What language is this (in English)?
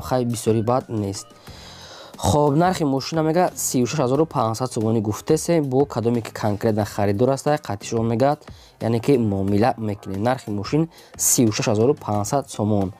Tajik